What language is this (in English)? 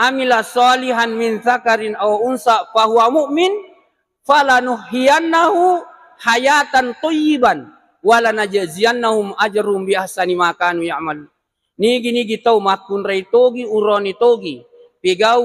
Buginese